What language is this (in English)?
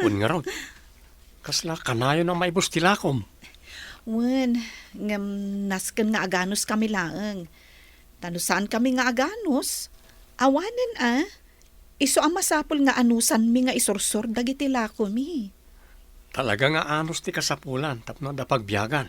Iloko